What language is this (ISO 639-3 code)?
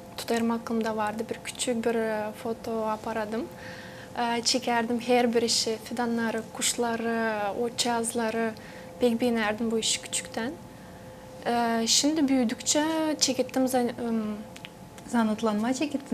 gag